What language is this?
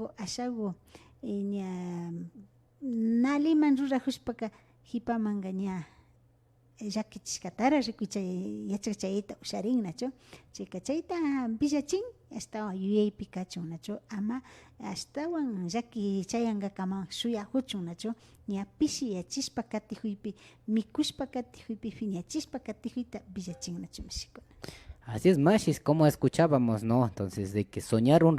Imbabura Highland Quichua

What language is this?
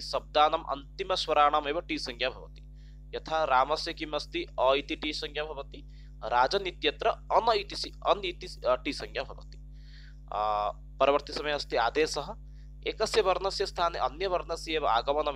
Sanskrit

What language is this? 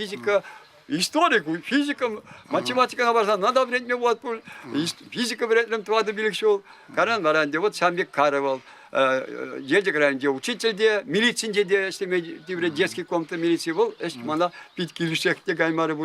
Chuvash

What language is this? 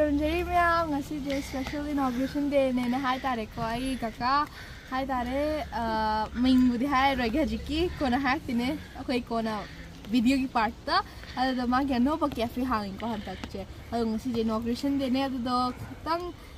Manipuri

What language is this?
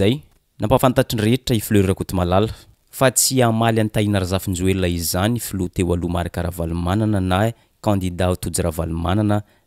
Malagasy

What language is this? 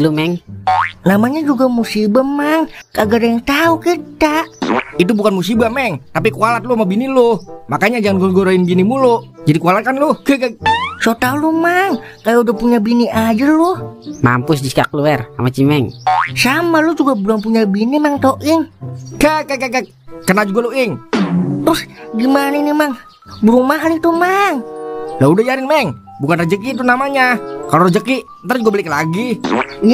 Betawi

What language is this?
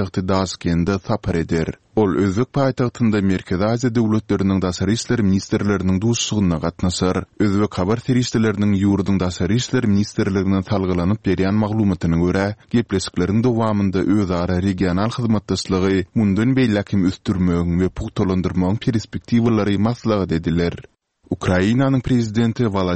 Turkmen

